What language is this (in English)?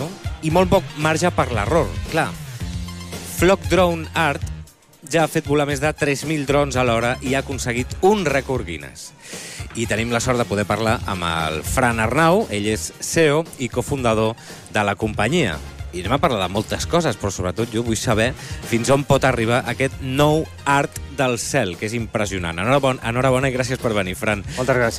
Catalan